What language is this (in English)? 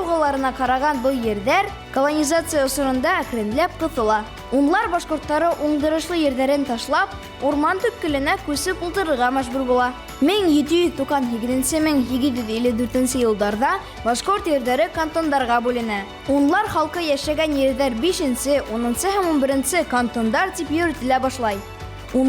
Bashkir